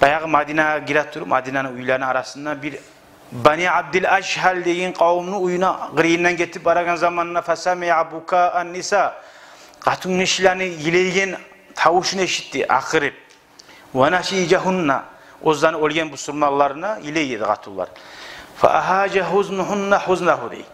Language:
Kumyk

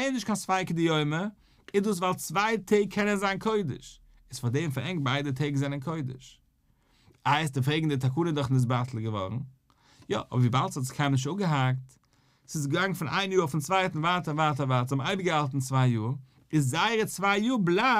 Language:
Yiddish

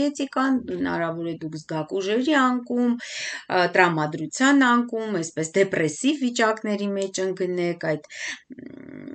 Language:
Armenian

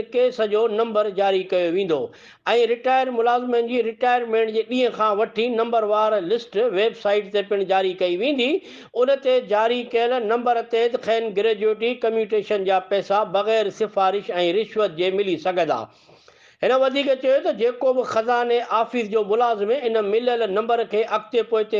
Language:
Sindhi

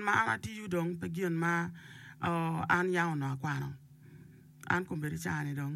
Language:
Acoli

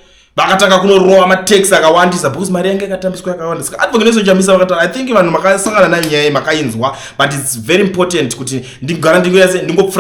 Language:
Shona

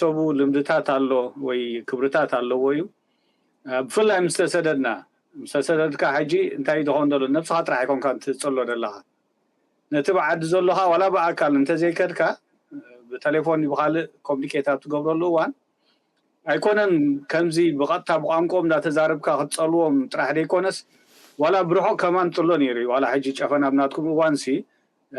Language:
Tigrinya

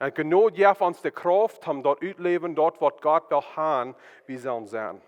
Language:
Plautdietsch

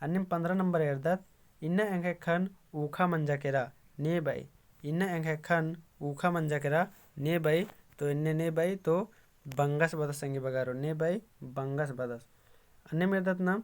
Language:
Kurukh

